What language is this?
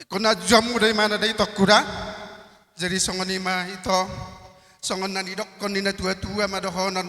Batak Toba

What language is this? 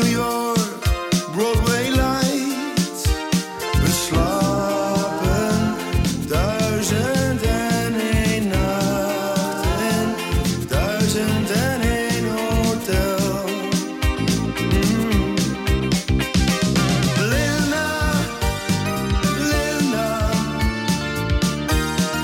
Dutch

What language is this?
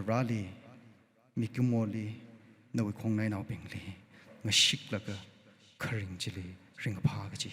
Tangkhul Naga (India)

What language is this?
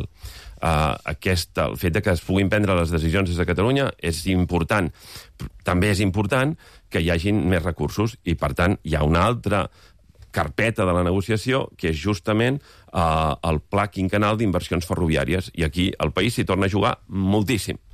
Catalan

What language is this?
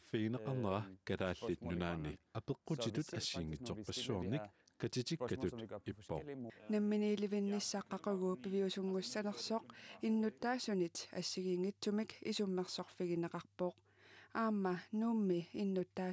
Kalaallisut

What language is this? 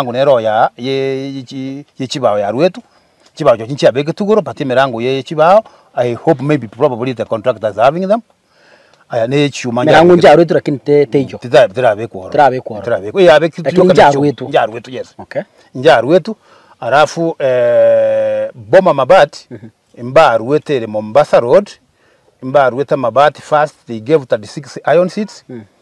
Gusii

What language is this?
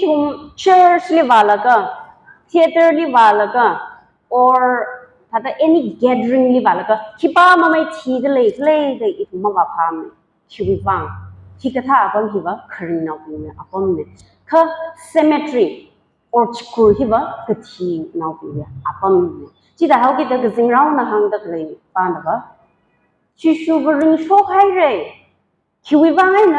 Tangkhul Naga (India)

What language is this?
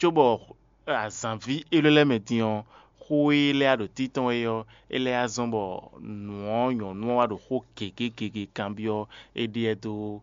Fon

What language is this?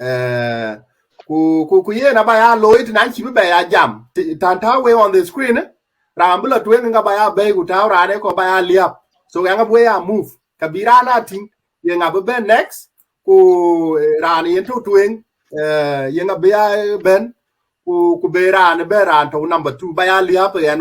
Dinka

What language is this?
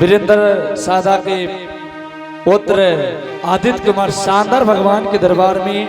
Angika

